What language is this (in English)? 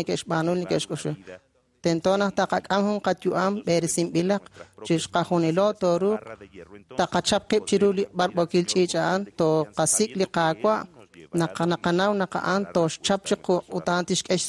Kekchí